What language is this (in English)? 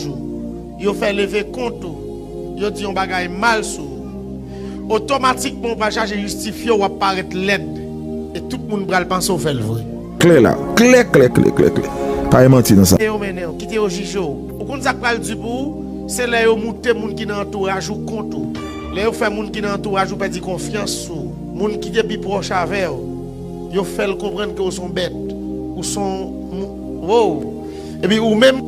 Haitian Creole